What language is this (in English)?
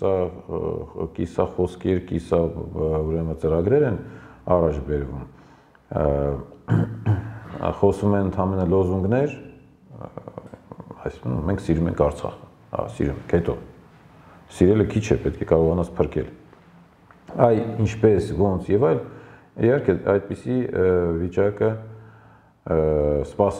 Armenian